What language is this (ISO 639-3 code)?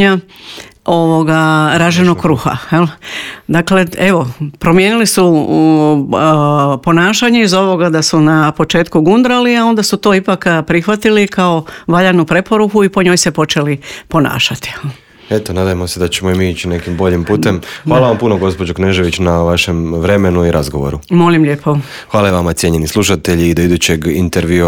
hrv